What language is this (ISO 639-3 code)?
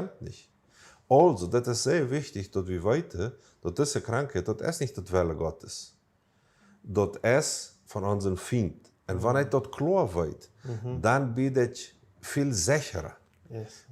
pdt